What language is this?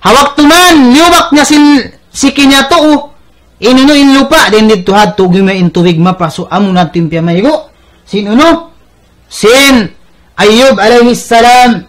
Tausug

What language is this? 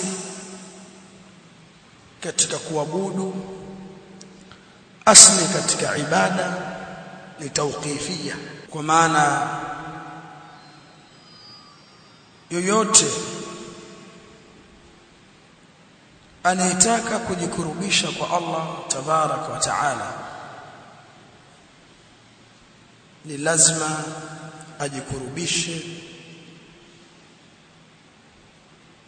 Swahili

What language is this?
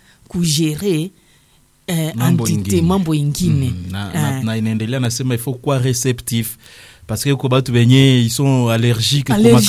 Swahili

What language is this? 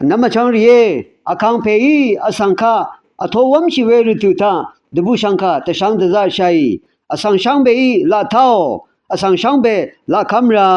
Rawang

